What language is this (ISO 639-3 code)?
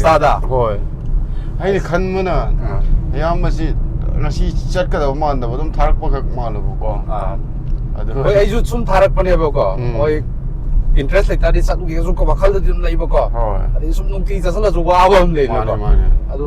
mni